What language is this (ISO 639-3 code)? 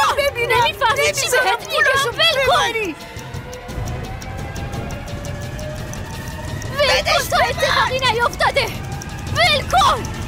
fas